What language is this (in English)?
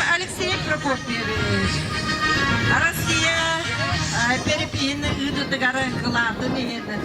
Yakut